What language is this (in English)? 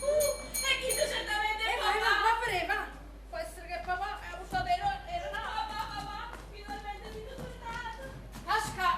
Neapolitan